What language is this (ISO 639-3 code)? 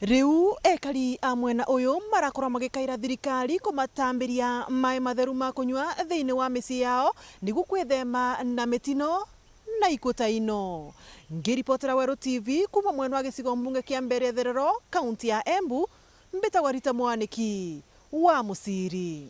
mer